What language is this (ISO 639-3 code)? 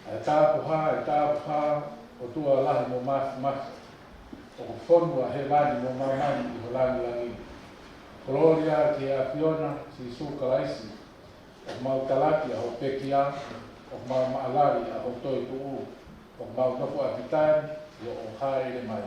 ton